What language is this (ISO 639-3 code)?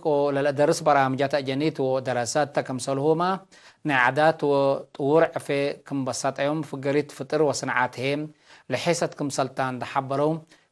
tig